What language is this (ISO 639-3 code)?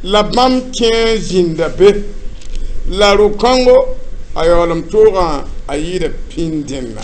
mos